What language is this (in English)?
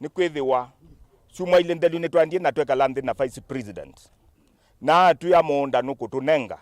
Kamba